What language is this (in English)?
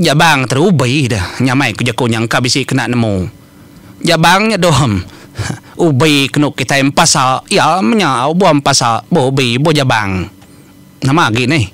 Iban